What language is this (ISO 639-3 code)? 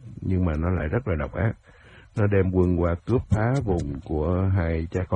vie